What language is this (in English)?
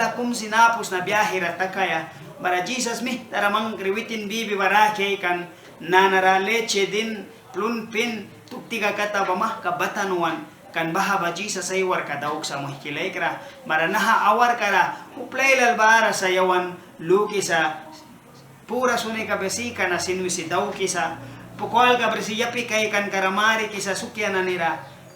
Mískito